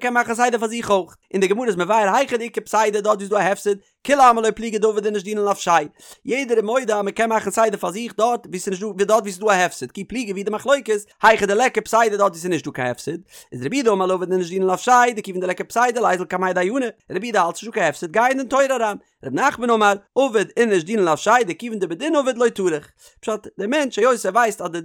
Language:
Yiddish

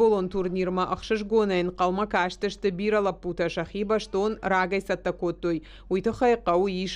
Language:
Ossetic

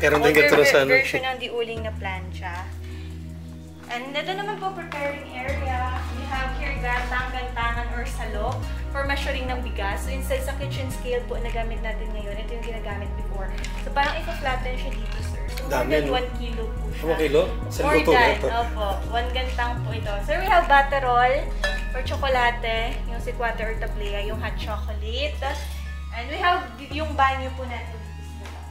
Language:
Filipino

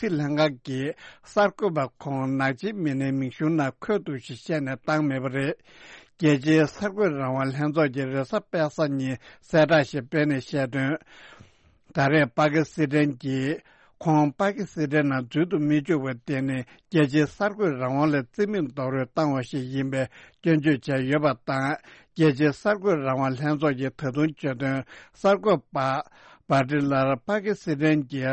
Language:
Tibetan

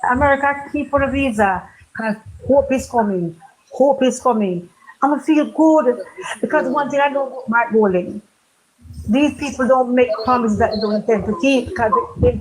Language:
Jamaican Creole English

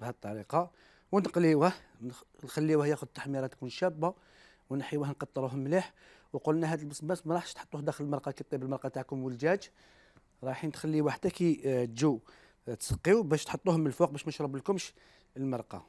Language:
Algerian Arabic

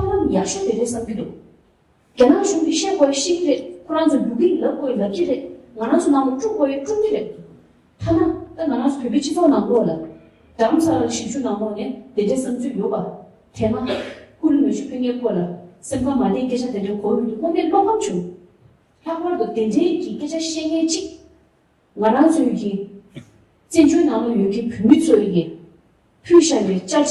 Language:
Tibetan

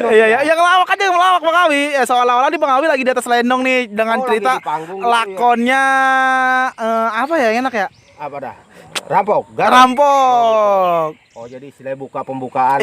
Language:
Betawi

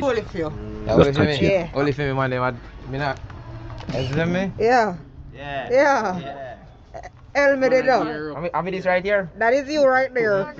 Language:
Jamaican Creole English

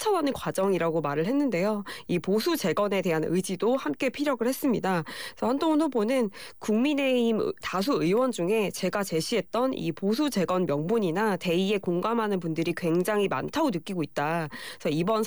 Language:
Korean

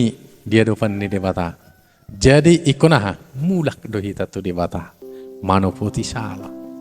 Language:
Batak Toba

